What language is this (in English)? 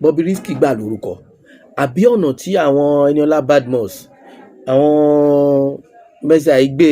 Yoruba